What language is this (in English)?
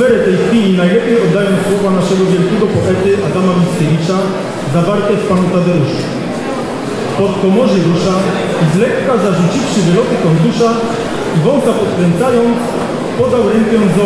Polish